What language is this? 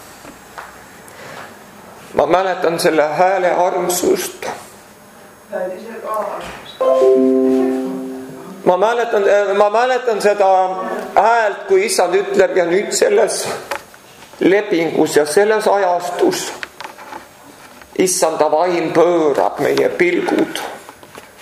Estonian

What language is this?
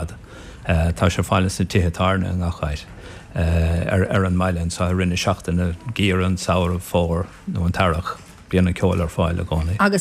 Irish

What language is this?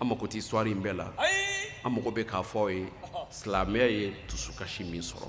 Bambara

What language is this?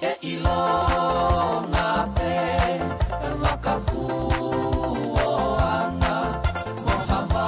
Tongan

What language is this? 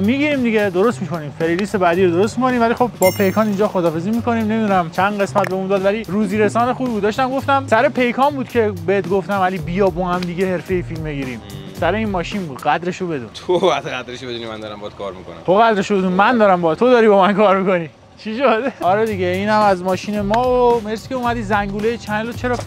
Persian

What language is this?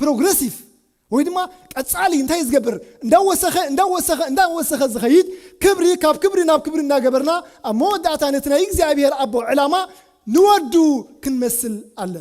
Tigrinya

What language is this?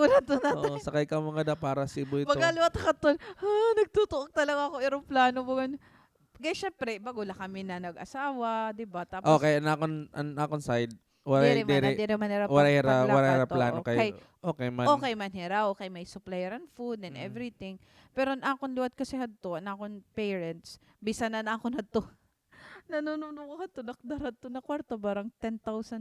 Waray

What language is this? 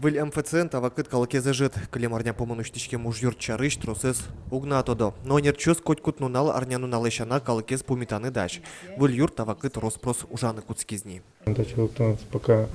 Udmurt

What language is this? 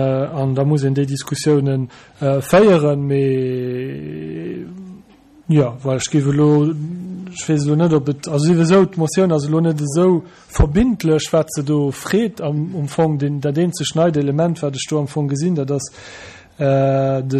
Luxembourgish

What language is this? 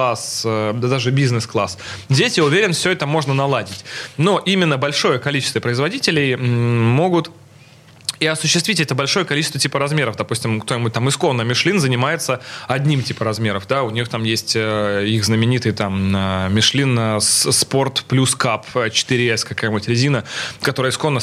Russian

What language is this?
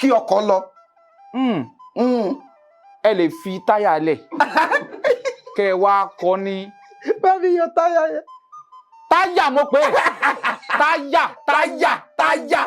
Yoruba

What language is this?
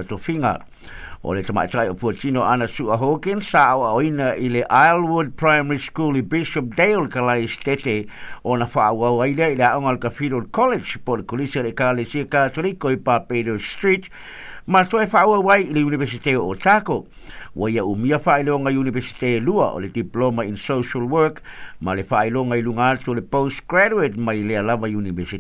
Samoan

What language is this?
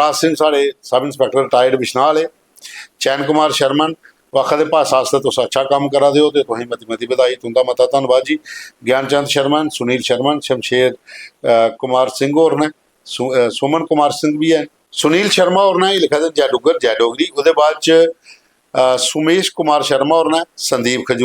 Dogri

